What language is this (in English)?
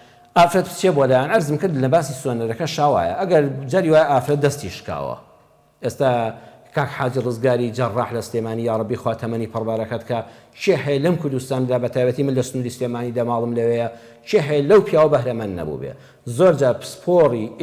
Central Kurdish